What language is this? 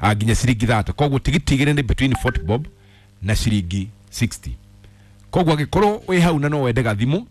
Kikuyu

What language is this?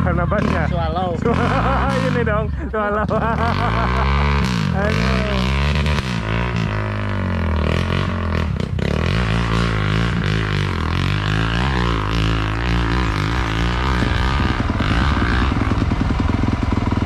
Indonesian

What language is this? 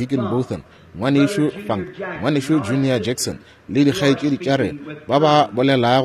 Northern Sotho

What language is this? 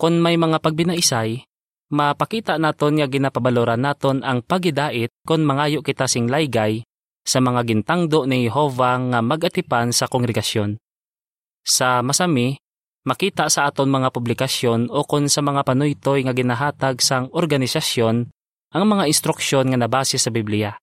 Hiligaynon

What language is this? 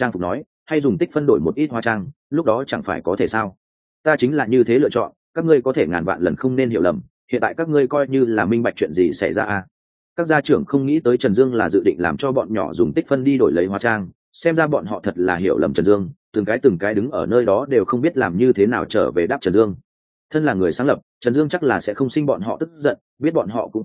Vietnamese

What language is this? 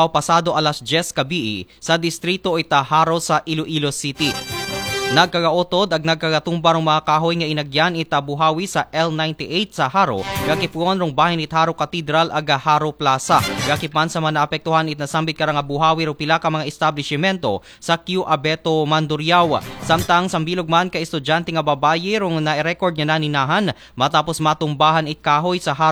Aklanon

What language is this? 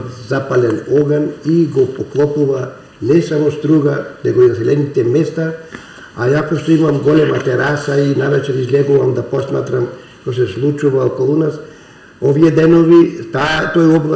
Macedonian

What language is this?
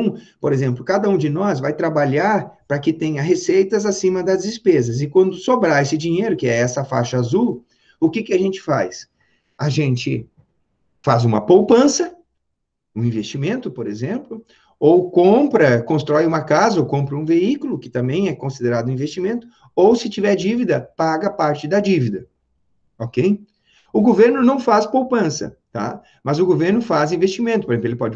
Portuguese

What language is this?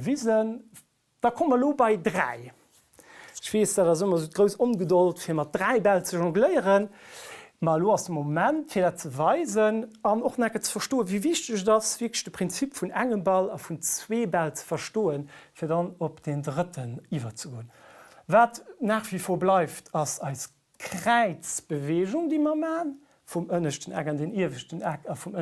Luxembourgish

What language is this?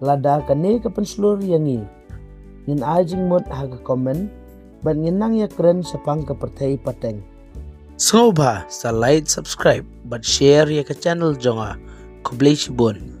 Khasi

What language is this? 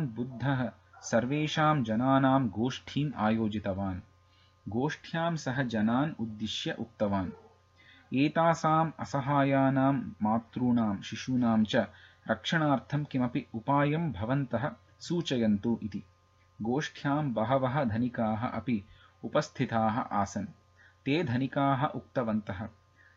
Sanskrit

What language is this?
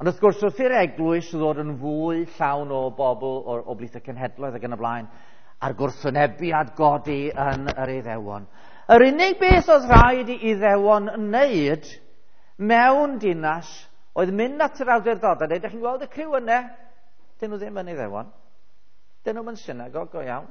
Welsh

